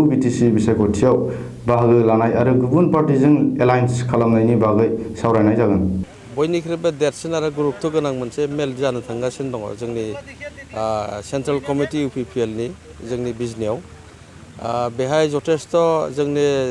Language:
Bodo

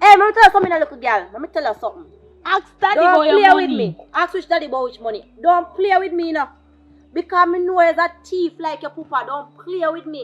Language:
Jamaican Creole English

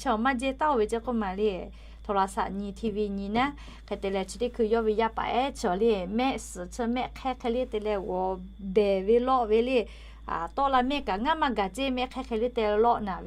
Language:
Lahu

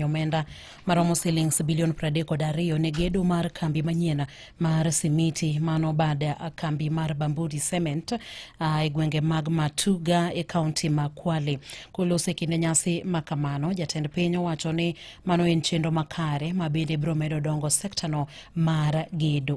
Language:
Luo (Kenya and Tanzania)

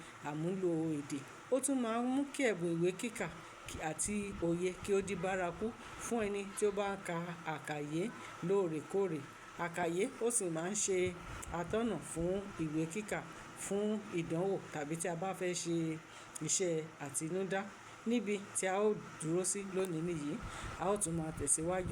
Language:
Yoruba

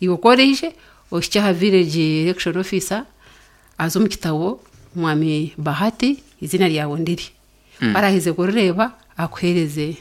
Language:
Nyankole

